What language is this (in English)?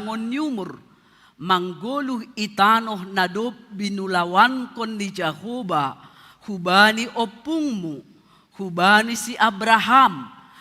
Batak Simalungun